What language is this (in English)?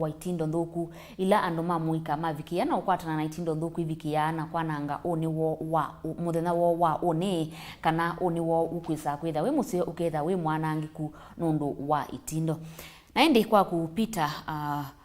Kamba